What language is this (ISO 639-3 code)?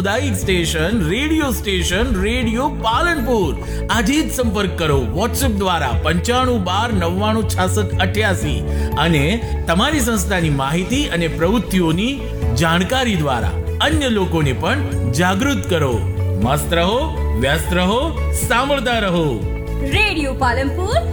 guj